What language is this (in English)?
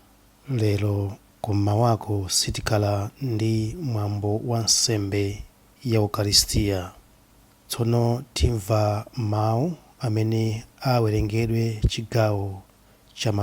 Nyanja